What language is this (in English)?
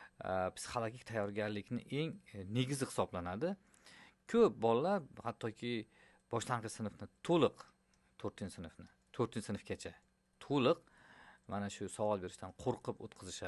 Uzbek